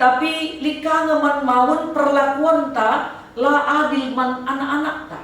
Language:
Batak Karo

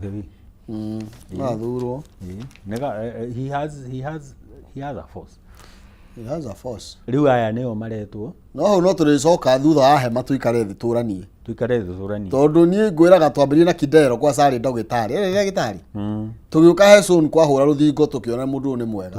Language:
Kikuyu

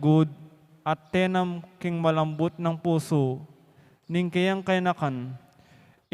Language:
Pampanga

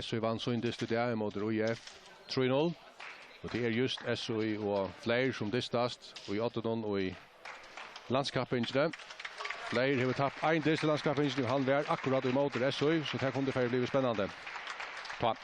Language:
Faroese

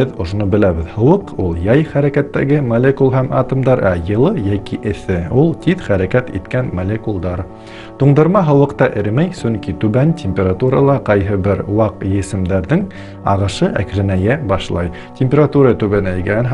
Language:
Bashkir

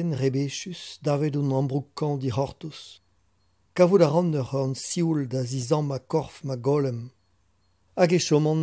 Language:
Breton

